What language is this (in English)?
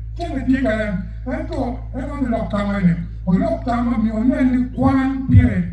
Acoli